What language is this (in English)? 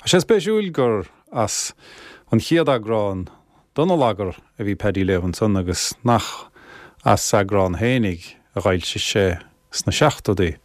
Irish